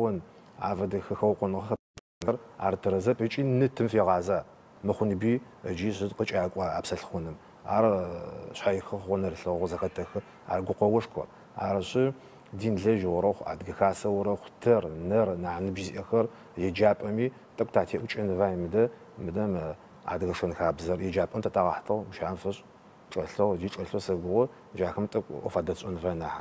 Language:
Adyghe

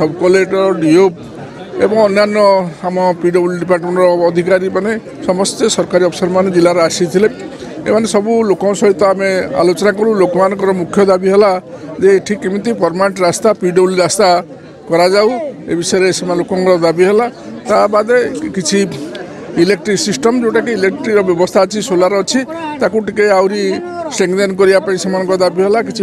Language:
Odia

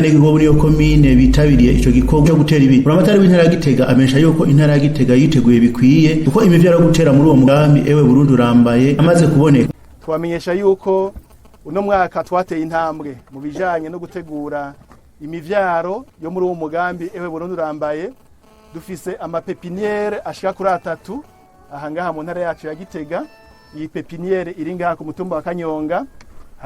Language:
Rundi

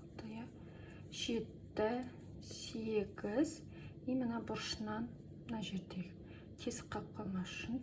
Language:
Kazakh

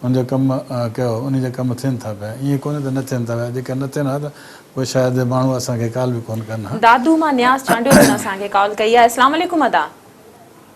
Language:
Sindhi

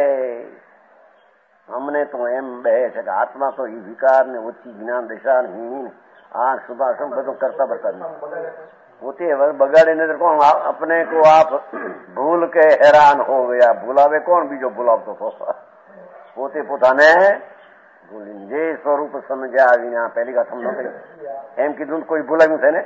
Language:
Gujarati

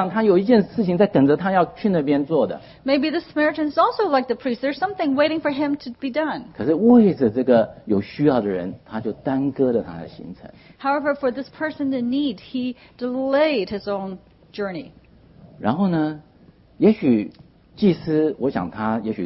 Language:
Chinese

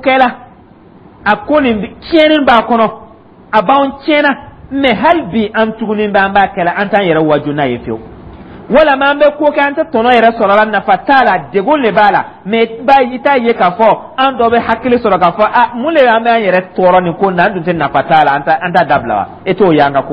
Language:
Dyula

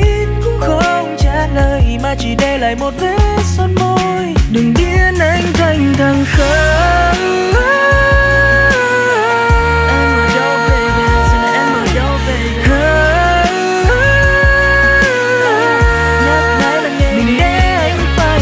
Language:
Vietnamese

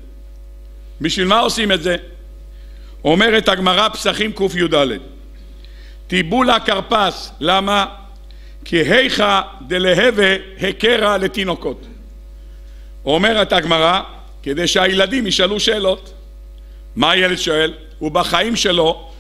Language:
Hebrew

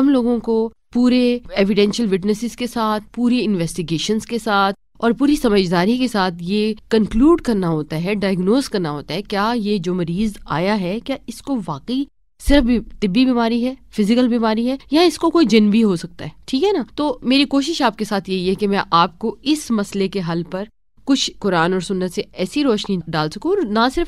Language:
Urdu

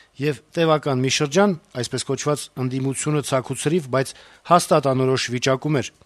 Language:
Armenian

